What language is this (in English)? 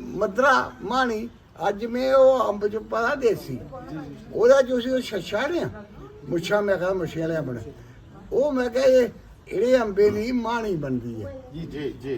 Dogri